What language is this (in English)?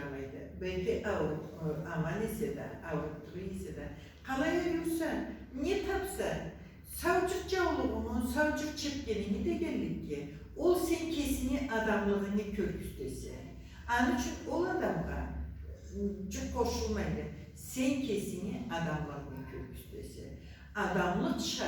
Karachay-Balkar